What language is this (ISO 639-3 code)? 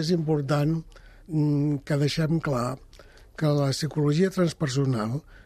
cat